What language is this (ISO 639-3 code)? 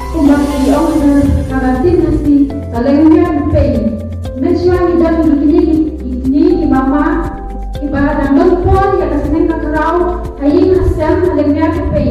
kha